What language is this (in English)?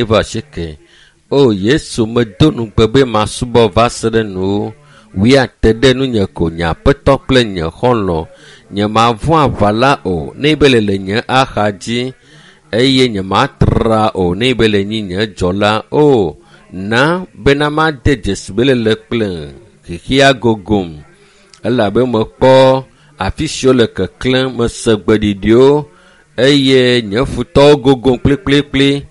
Ewe